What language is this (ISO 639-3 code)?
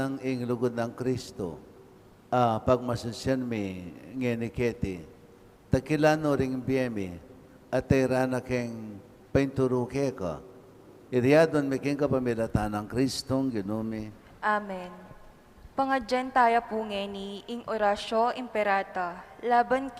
pam